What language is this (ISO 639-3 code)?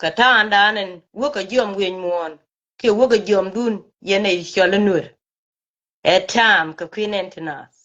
nus